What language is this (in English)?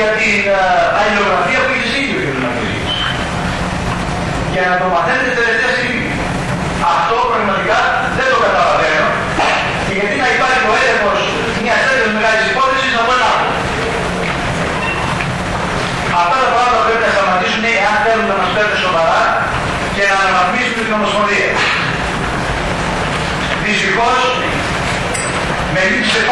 Greek